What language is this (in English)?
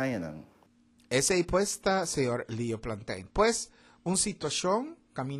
Papiamento